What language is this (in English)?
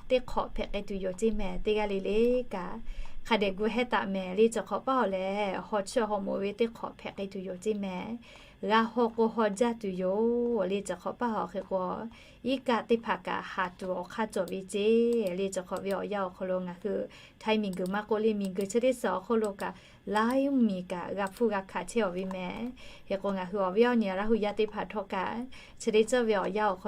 Lahu